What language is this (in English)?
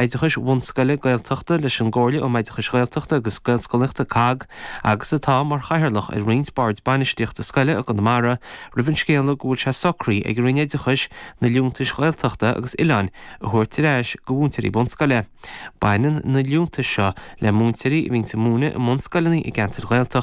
Irish